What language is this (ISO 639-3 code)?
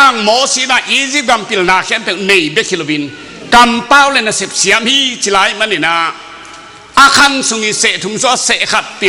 ctd